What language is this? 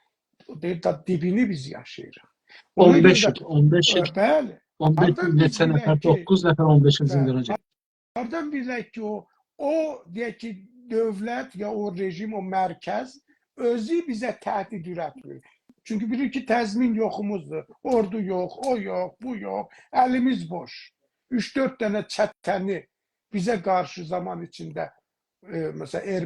South Azerbaijani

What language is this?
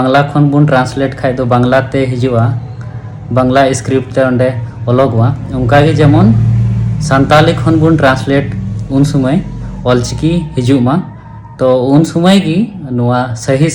Santali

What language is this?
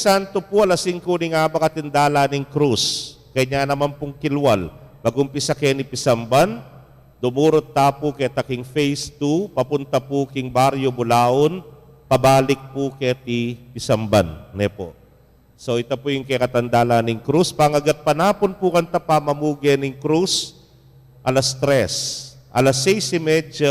Pampanga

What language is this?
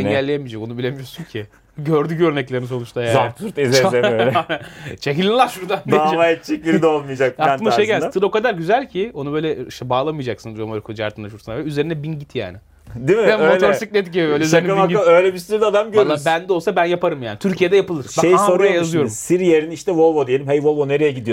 Turkish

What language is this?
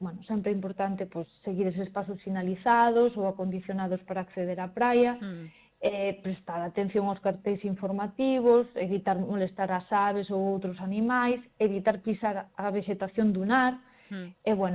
Galician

